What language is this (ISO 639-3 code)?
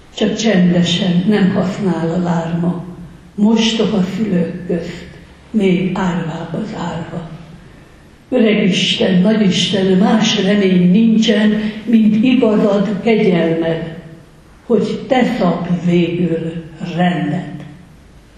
hun